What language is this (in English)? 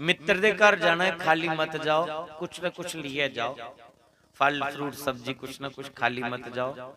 Dogri